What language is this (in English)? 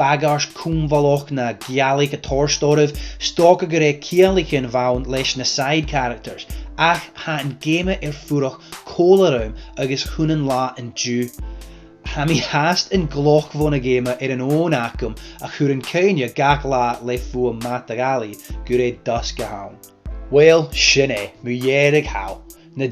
Scottish Gaelic